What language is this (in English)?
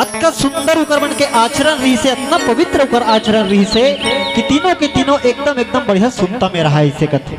Chhattisgarhi